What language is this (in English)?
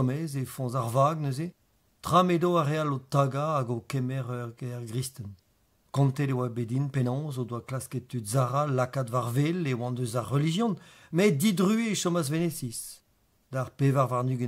Breton